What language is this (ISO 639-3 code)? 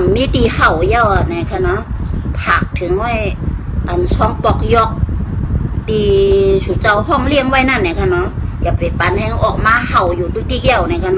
shn